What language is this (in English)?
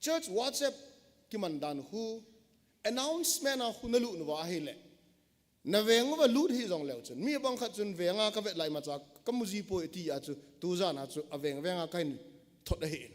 Thado Chin